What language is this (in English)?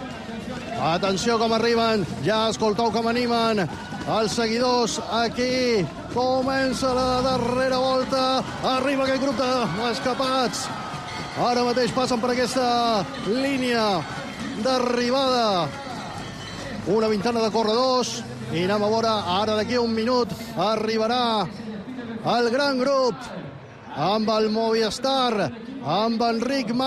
Catalan